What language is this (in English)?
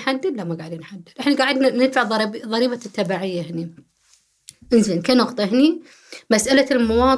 Gulf Arabic